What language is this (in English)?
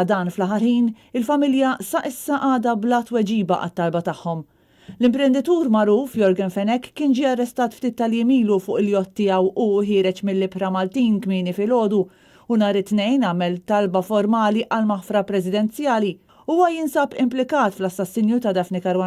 Maltese